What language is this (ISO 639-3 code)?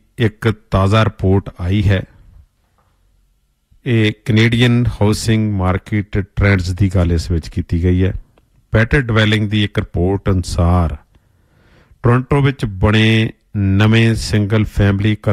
pan